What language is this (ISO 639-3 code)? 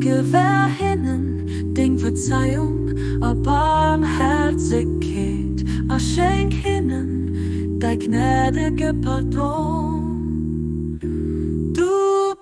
ltz